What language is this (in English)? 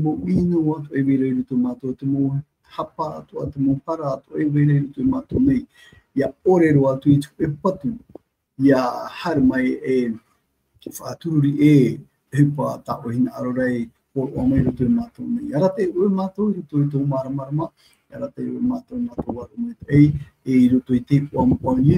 Tahitian